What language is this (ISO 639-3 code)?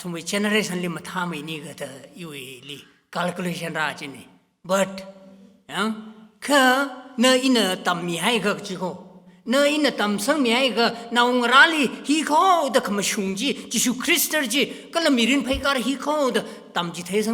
nmf